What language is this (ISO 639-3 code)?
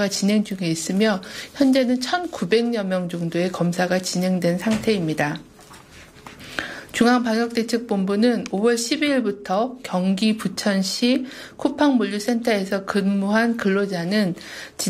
kor